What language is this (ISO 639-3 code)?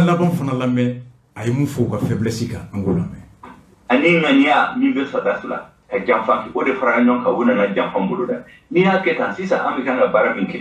bam